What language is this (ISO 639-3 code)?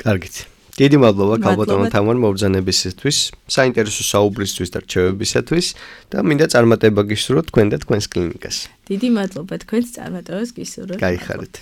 kat